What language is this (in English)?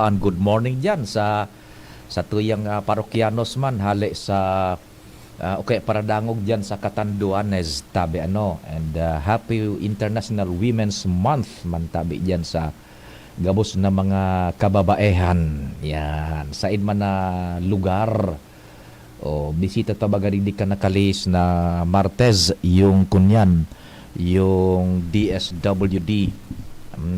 Bikol